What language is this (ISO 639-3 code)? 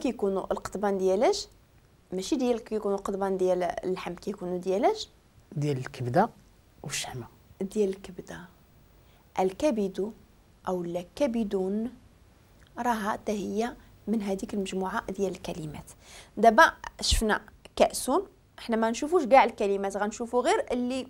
ary